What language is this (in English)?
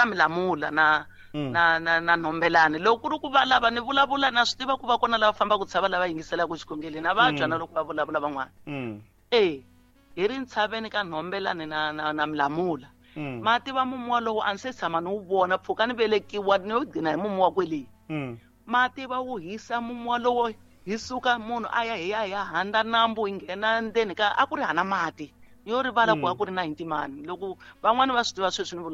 Tsonga